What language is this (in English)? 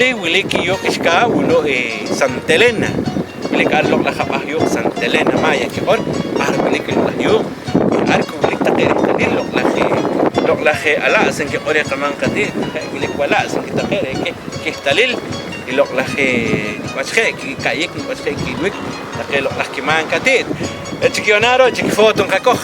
Poqomchi'